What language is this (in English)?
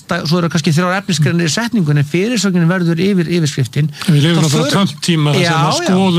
Icelandic